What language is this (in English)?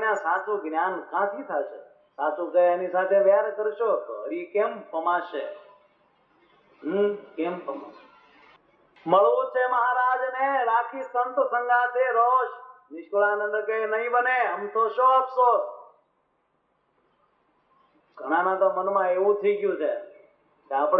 Gujarati